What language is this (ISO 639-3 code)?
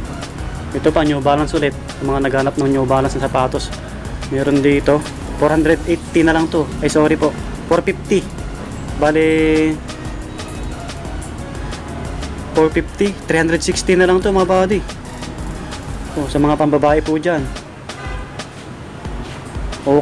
fil